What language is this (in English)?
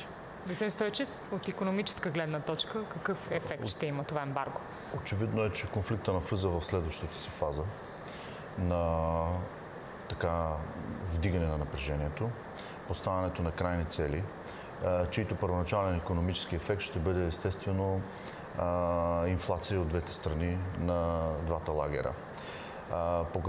Bulgarian